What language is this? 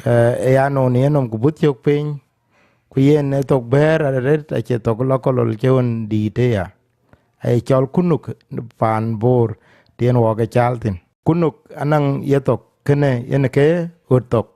Dinka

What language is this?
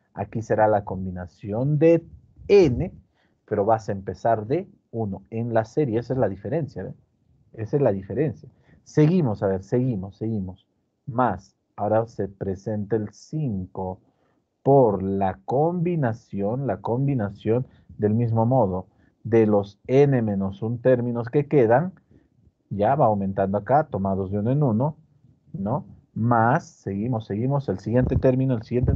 Spanish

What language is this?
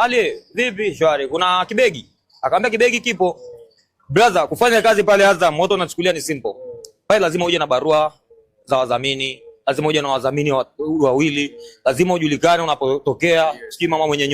Swahili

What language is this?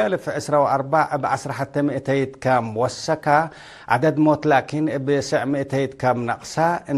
Tigre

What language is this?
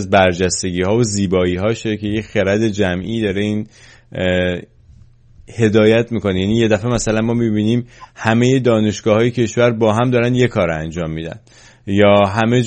Persian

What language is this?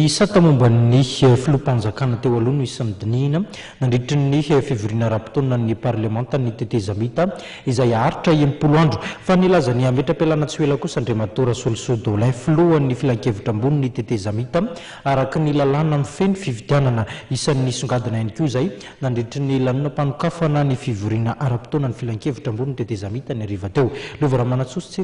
Malagasy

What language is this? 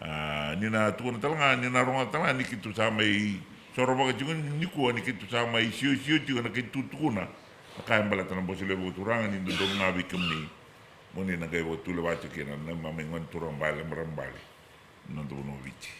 Fijian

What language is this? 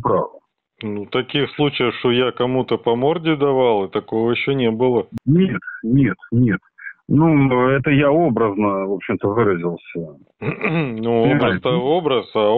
Russian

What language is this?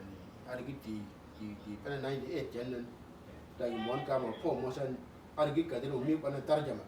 Uduk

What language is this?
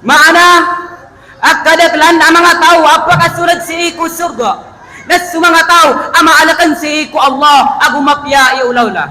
Maranao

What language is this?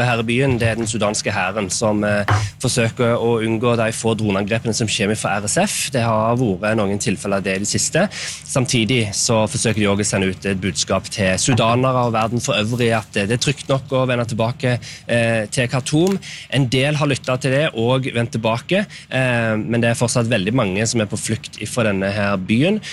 Norwegian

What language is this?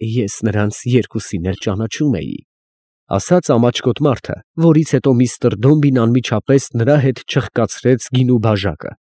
Armenian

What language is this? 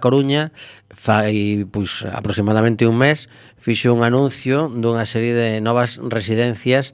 Galician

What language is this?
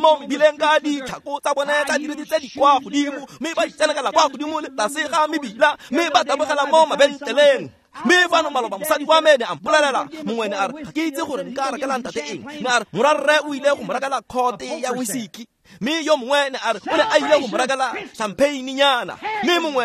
Tswana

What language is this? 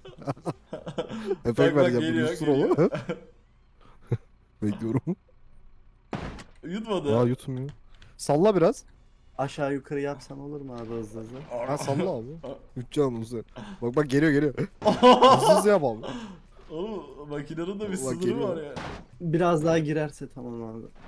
Turkish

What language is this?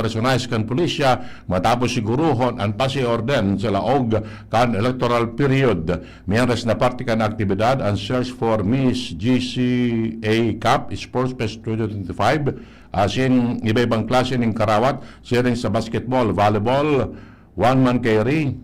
Bikol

